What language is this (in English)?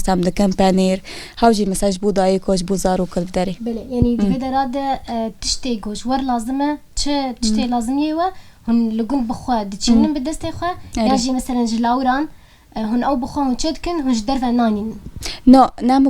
Kurdish